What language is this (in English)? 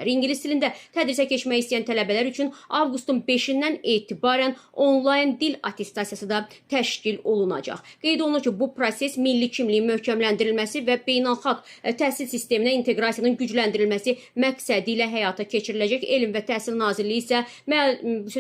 Azerbaijani